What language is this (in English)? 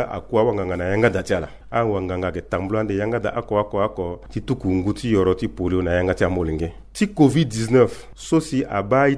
Sango